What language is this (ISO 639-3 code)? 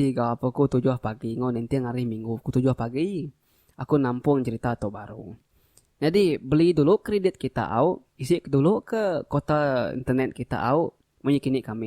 iba